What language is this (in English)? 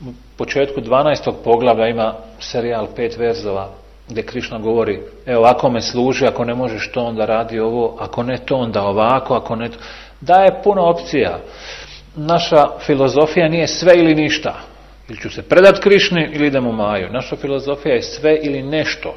Bosnian